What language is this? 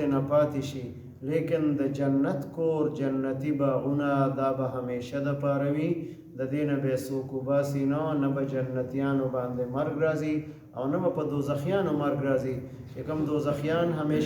Pashto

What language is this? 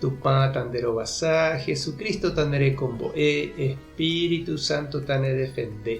Guarani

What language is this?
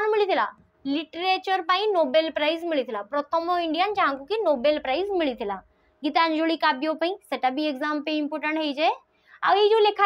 Odia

